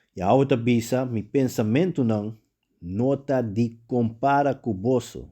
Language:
Papiamento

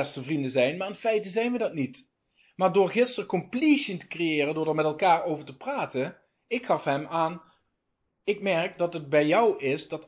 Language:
Dutch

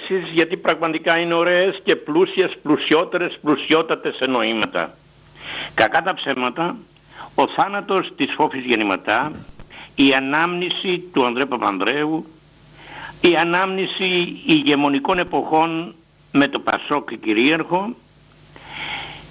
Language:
Greek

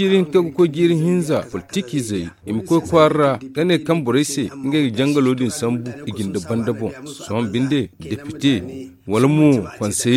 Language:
Zarma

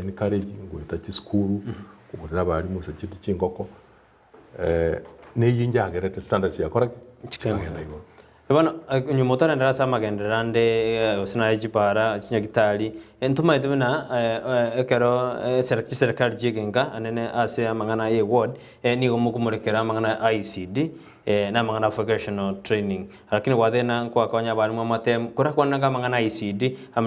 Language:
Gusii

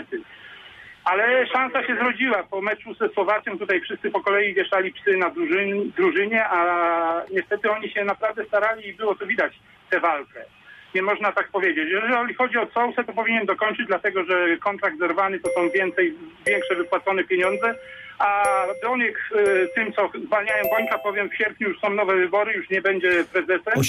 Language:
Polish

